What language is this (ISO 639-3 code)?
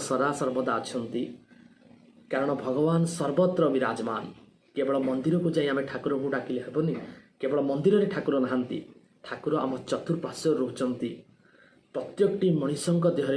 ori